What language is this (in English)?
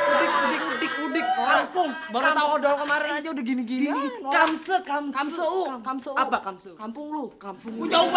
Betawi